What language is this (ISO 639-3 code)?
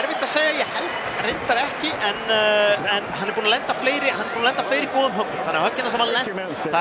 isl